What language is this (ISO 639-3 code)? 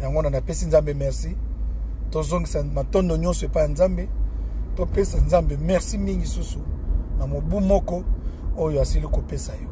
lin